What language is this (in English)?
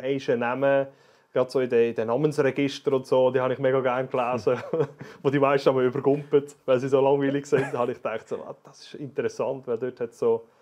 Swiss German